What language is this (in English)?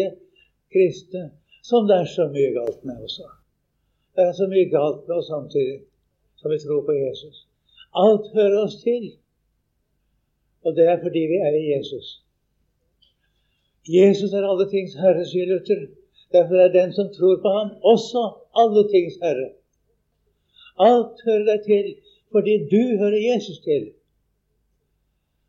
Norwegian